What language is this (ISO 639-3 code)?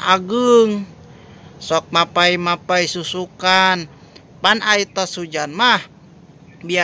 sun